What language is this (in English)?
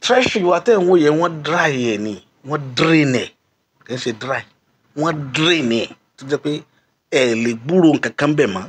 Yoruba